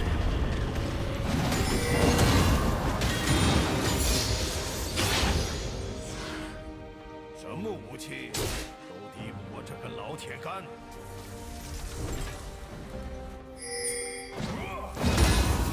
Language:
Chinese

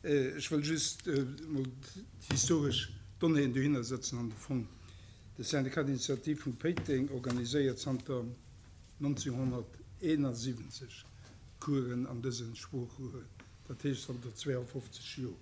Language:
Luxembourgish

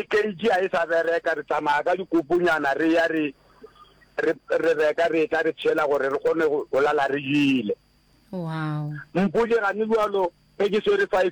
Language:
Northern Sotho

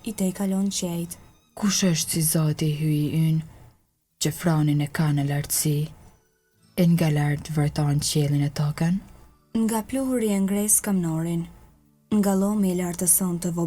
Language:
Albanian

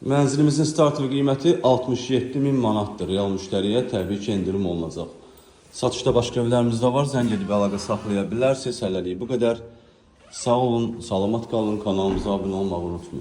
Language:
Azerbaijani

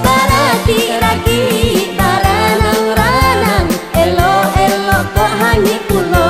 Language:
Minangkabau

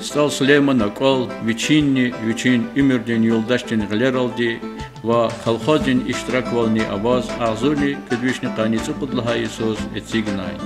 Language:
Lezghian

